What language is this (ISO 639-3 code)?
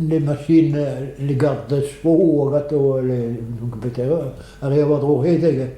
bre